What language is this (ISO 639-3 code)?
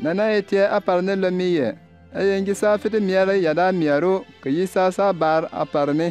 bim